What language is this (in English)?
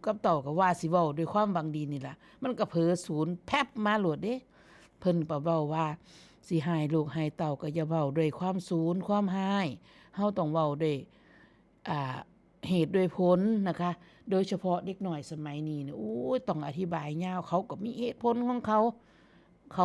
Northeastern Thai